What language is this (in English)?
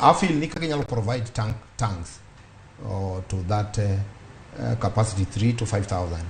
Luo (Kenya and Tanzania)